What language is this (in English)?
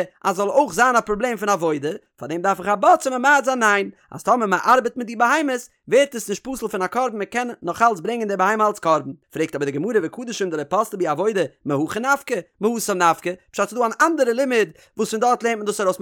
Yiddish